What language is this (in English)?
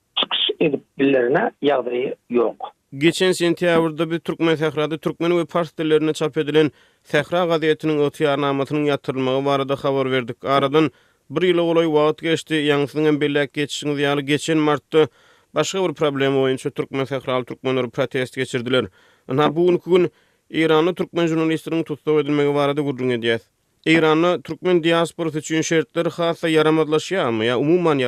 Turkmen